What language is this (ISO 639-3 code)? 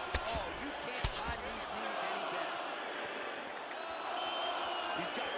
eng